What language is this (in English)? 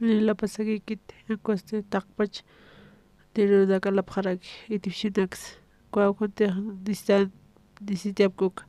Aymara